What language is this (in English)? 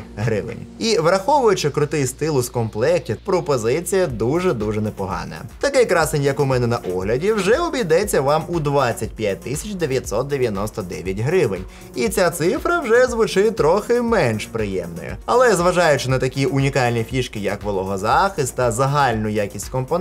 Ukrainian